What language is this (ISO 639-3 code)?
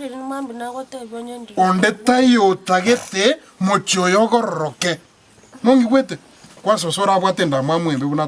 guz